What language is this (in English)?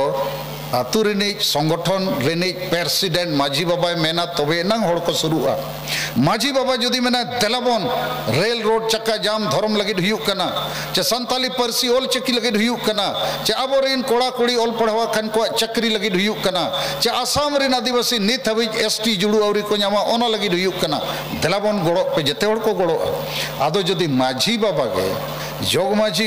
Santali